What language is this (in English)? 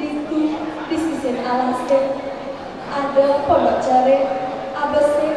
Balinese